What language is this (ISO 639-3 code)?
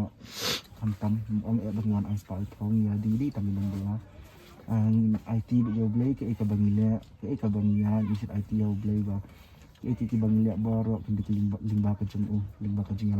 kha